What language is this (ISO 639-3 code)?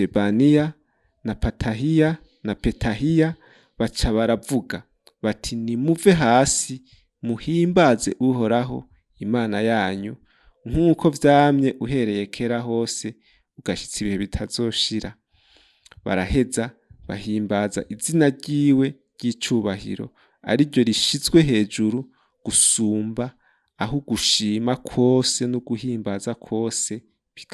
run